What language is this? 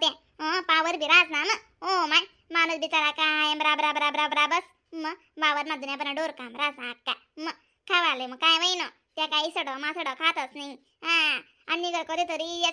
Khandesi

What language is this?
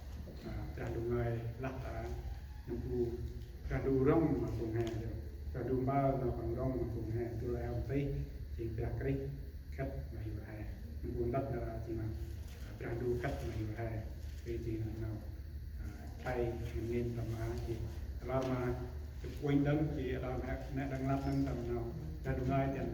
Central Mnong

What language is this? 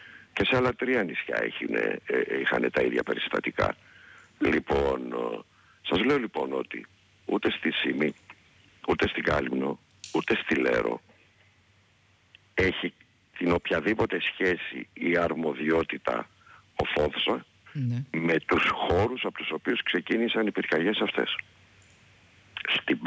Greek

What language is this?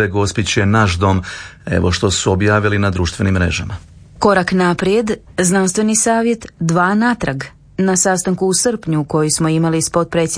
Croatian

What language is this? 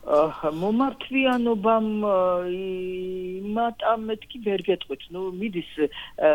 Georgian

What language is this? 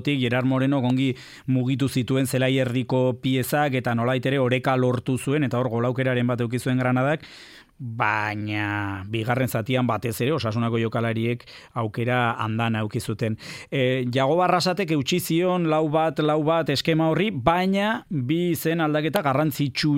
Basque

